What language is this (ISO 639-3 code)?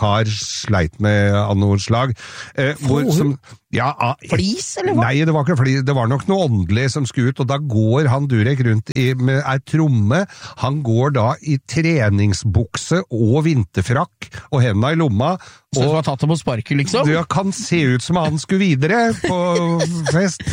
nor